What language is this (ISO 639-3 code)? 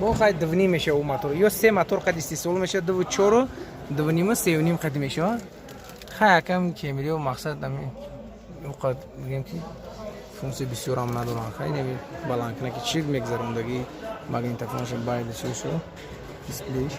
tgk